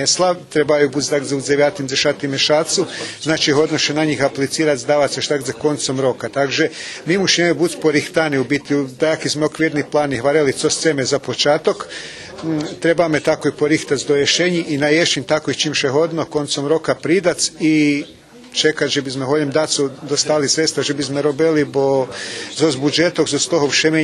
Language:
Rusyn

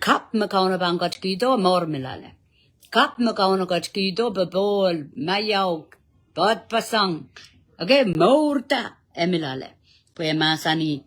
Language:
Pohnpeian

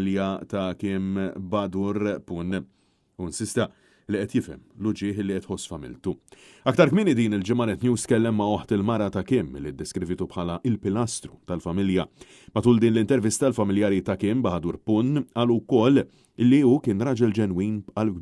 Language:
Maltese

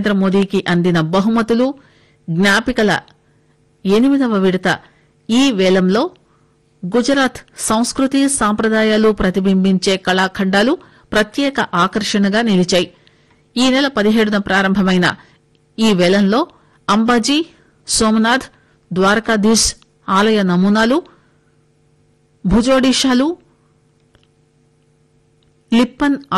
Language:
Telugu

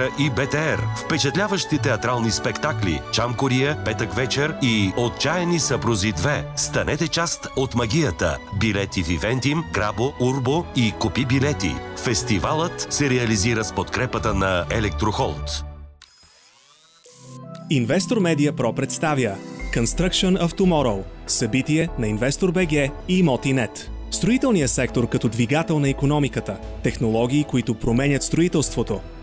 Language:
Bulgarian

